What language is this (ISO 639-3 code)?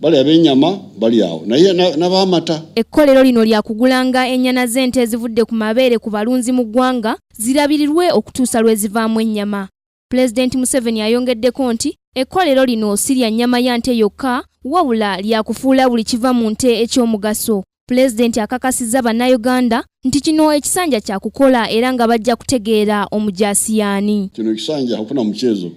lug